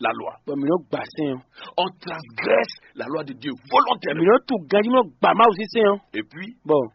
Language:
Fon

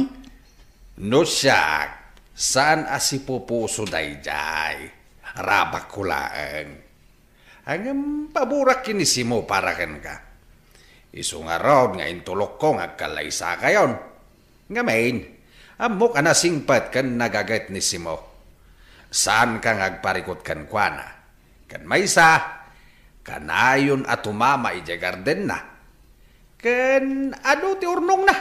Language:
Iloko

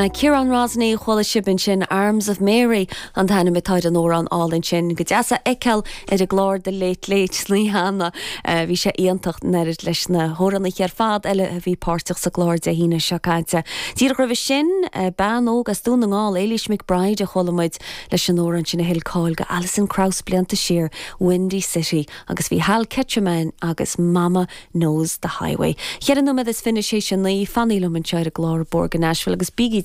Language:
Irish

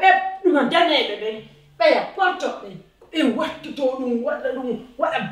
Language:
Pular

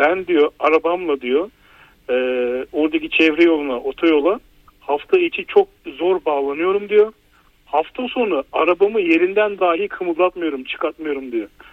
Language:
Turkish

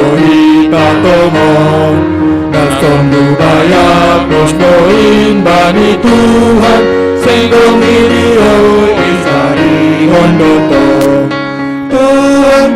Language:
Batak Simalungun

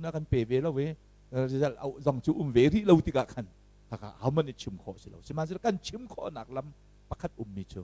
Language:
Hakha Chin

